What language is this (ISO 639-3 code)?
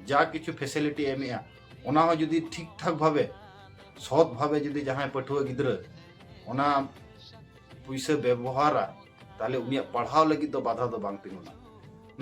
sat